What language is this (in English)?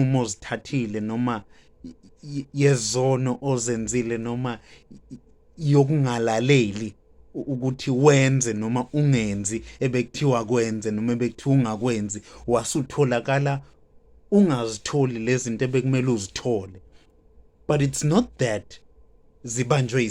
Zulu